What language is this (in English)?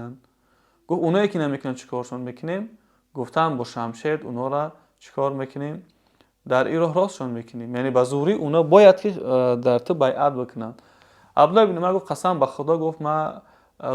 Tajik